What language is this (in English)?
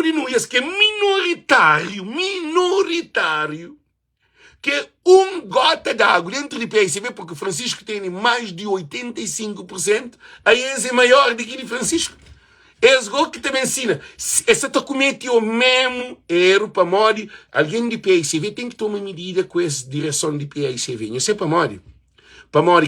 Kabuverdianu